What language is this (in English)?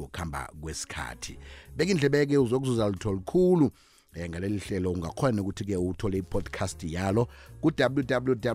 South Ndebele